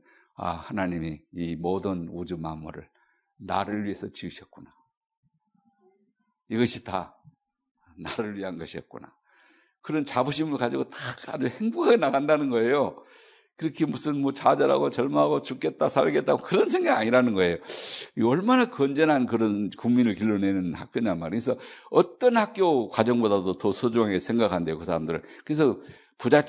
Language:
Korean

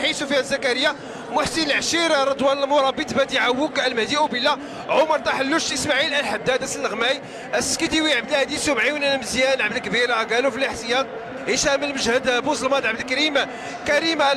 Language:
Moroccan Arabic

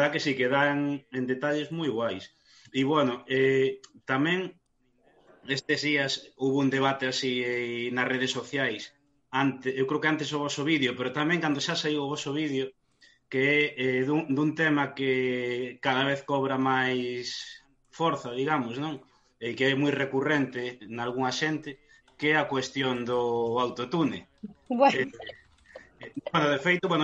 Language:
Galician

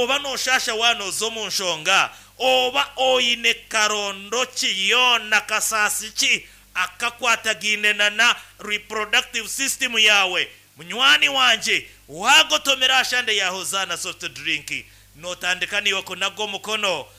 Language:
Nyankole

